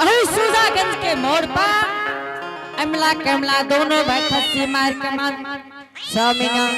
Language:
Angika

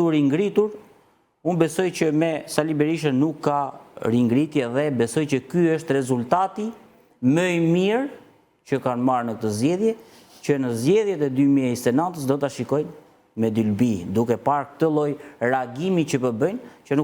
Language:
Albanian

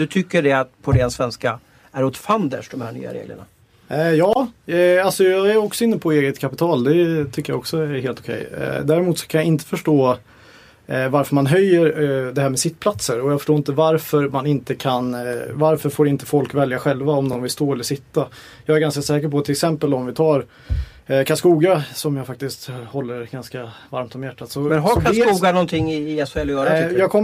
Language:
Swedish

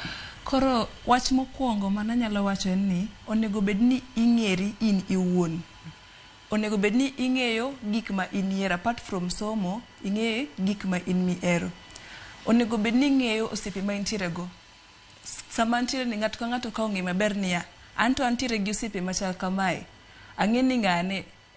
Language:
Luo (Kenya and Tanzania)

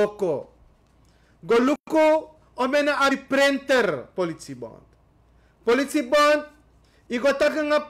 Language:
Sranan Tongo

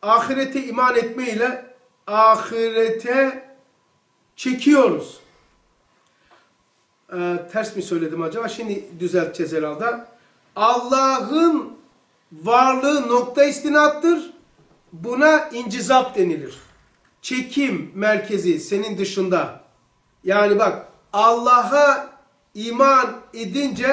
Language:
Turkish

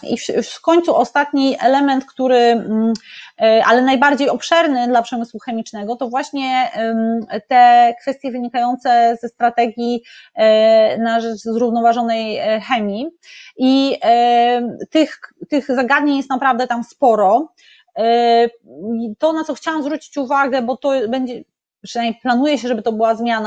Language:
Polish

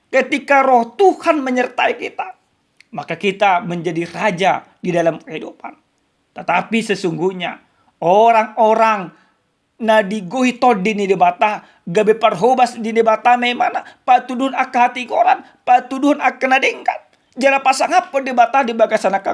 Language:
Batak Toba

